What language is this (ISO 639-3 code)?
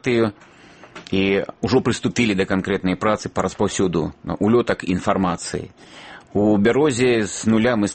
bel